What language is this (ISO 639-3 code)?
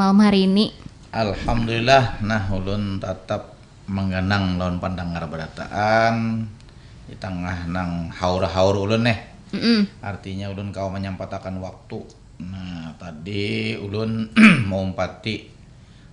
bjn